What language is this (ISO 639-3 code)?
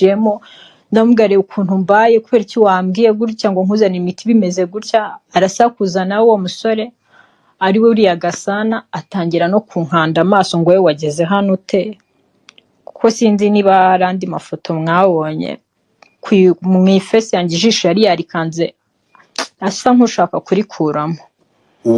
kin